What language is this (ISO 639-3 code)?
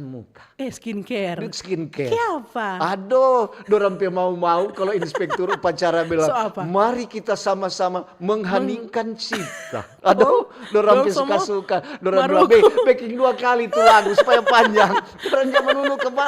xmm